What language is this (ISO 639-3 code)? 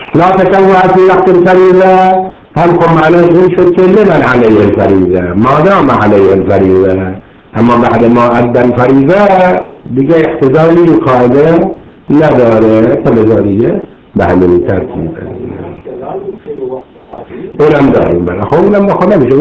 fas